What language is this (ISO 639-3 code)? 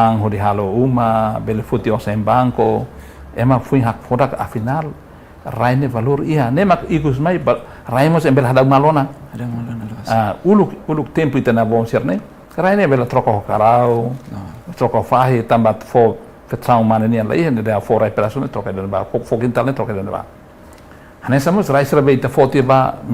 tet